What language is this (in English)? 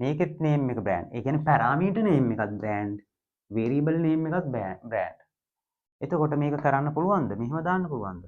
Sinhala